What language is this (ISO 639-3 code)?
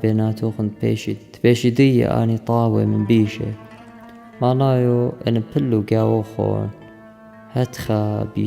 aii